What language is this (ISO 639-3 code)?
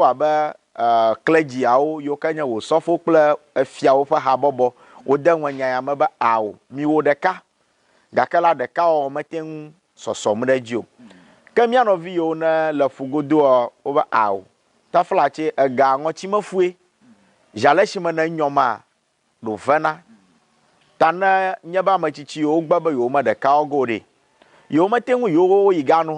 ewe